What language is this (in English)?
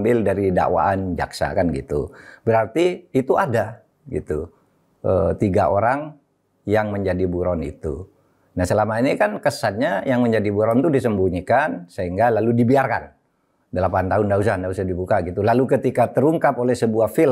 Indonesian